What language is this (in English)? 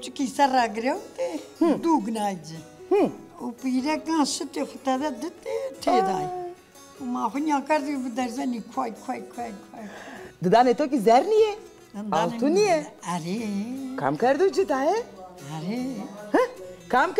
Zaza